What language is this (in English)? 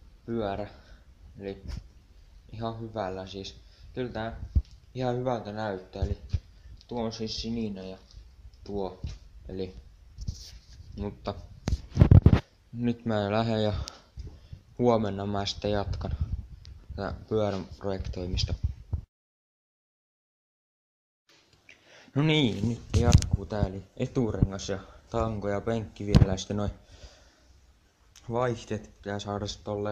Finnish